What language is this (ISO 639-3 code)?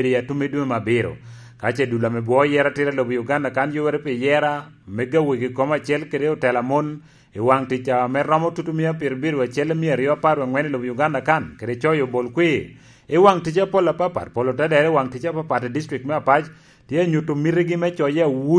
laj